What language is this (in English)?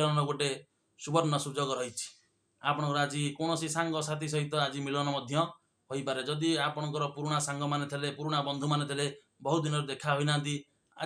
Odia